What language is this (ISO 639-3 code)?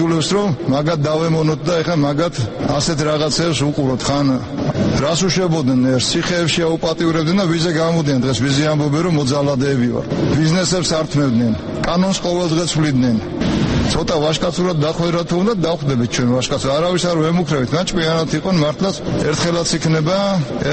kat